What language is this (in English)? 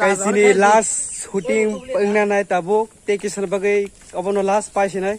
Kok Borok